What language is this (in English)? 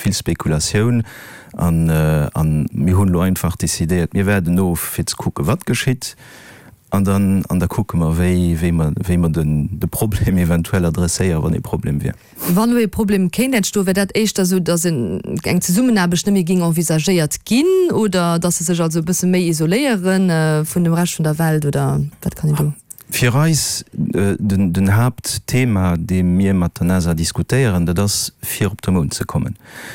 Luxembourgish